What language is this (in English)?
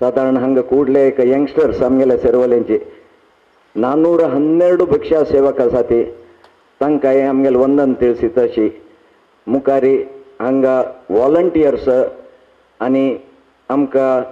Konkani